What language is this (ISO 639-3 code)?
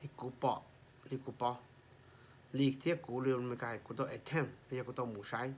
hmn